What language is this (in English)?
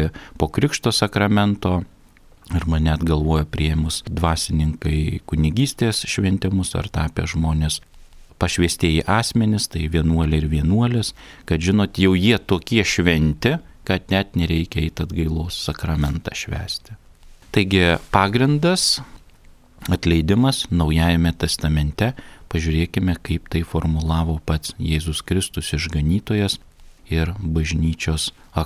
Lithuanian